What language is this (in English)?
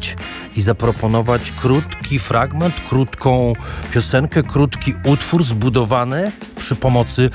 Polish